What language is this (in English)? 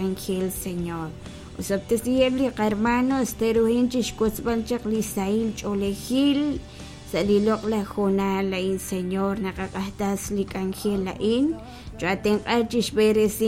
Kekchí